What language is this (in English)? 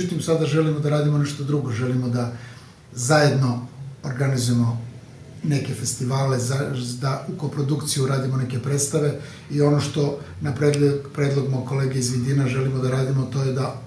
Serbian